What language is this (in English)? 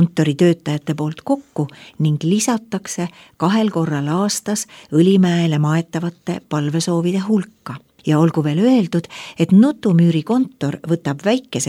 Estonian